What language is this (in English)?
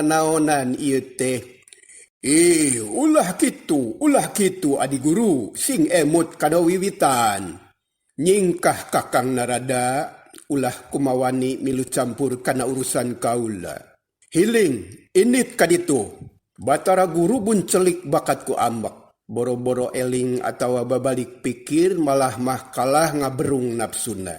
Sundanese